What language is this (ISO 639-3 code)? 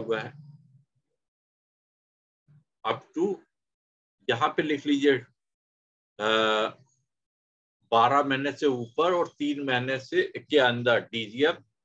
hin